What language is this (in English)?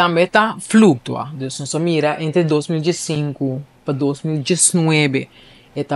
Papiamento